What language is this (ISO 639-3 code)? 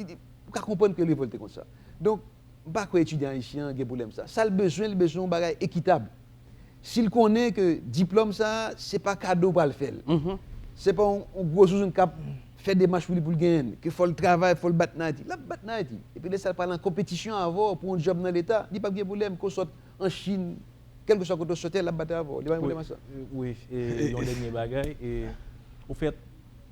hat